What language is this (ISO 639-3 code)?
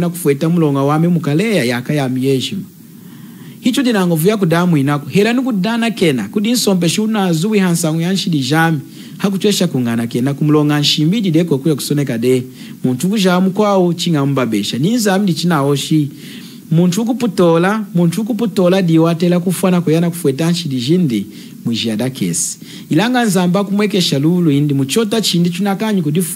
lun